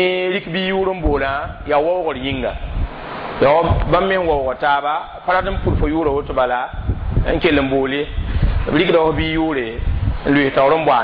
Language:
Mossi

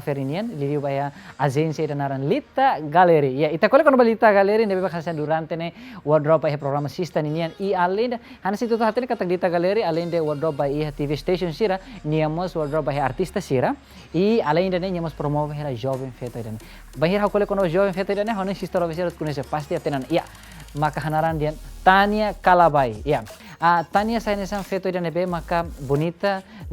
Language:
Tetum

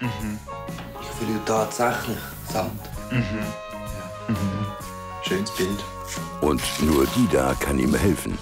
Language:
Swiss German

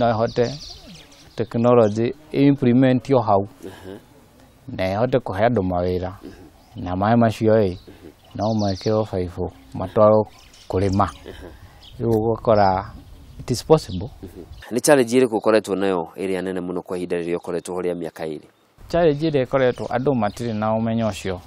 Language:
Kikuyu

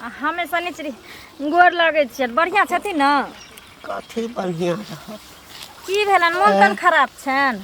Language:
Maithili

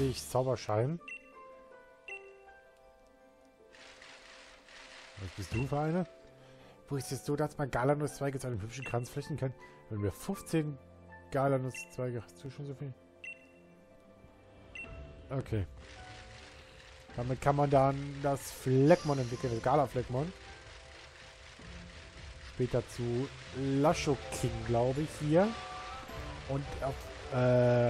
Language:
German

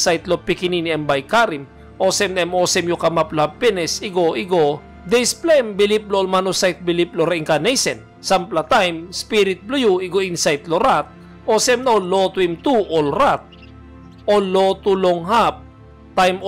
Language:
Tok Pisin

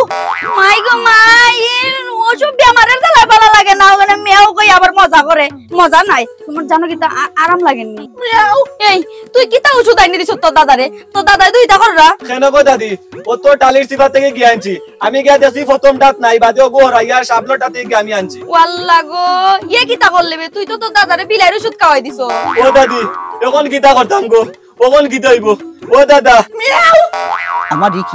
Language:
Sylheti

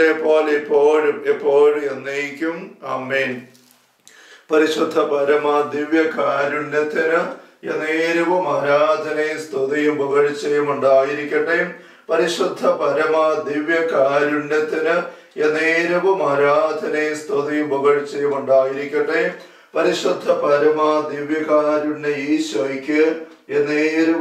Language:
Malayalam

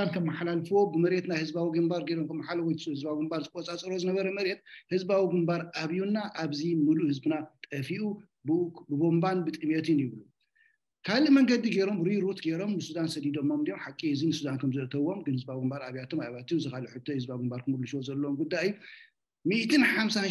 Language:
Tigrinya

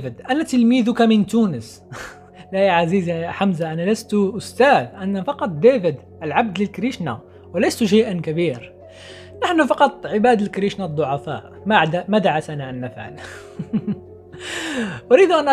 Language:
Arabic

